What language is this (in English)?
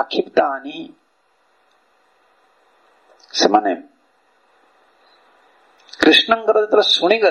Odia